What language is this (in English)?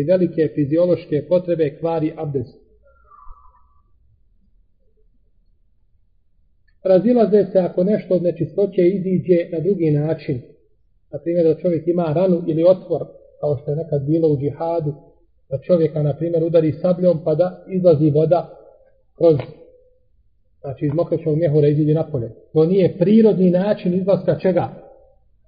Bosnian